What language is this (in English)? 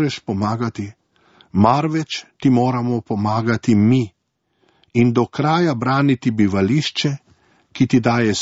Slovenian